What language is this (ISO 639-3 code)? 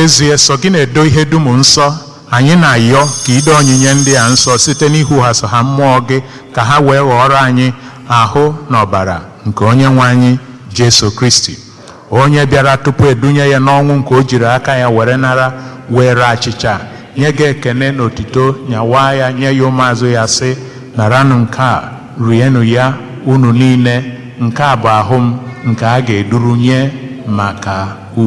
ibo